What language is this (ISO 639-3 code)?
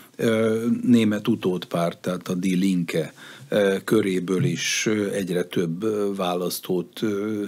hun